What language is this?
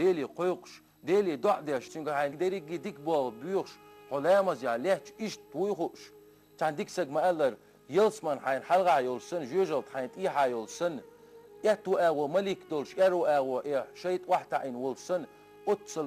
Chechen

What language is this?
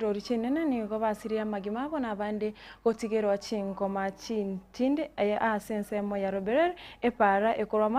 Gusii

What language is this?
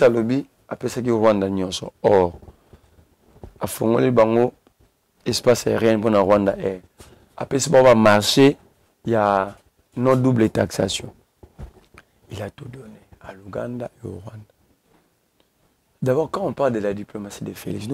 French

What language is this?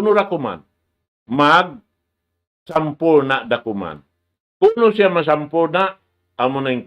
Tausug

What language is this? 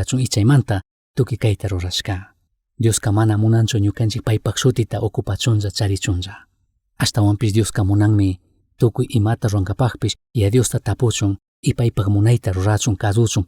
Chimborazo Highland Quichua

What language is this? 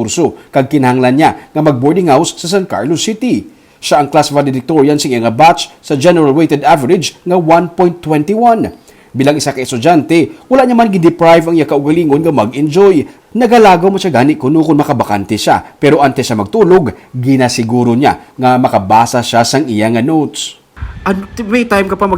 Hiligaynon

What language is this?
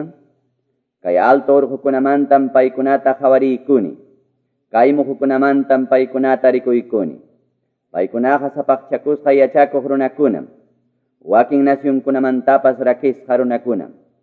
Quechua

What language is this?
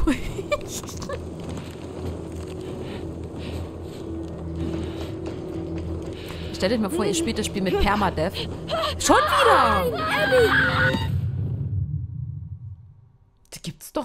German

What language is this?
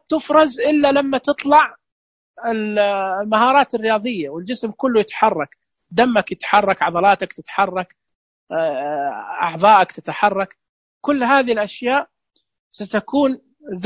Najdi Arabic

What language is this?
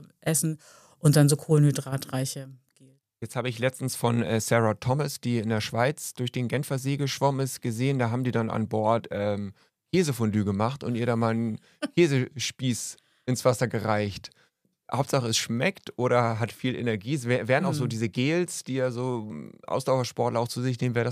German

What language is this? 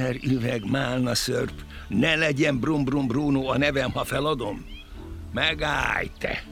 Hungarian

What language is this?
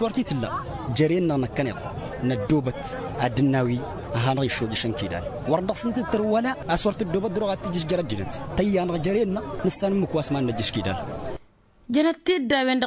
Tamasheq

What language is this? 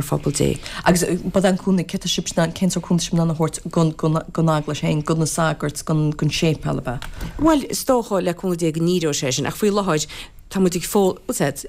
Irish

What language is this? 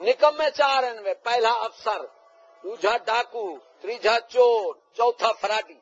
Saraiki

